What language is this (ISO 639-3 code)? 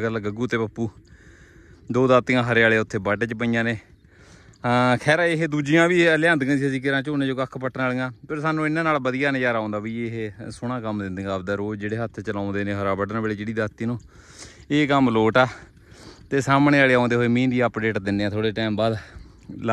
pan